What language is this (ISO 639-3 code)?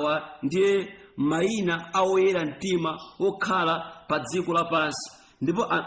nya